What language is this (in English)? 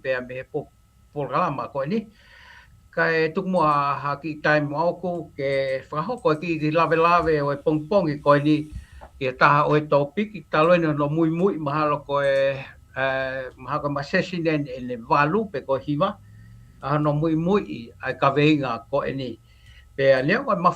Tongan